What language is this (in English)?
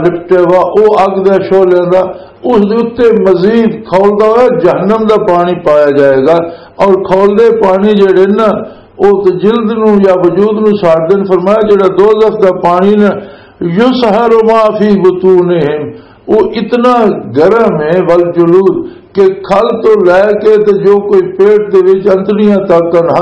Western Panjabi